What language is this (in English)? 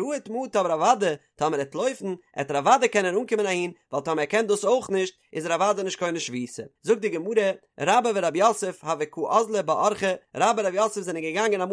Yiddish